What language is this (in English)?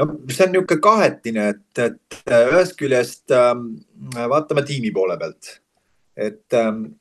Estonian